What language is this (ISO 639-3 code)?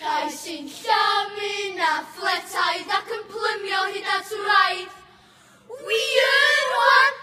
cym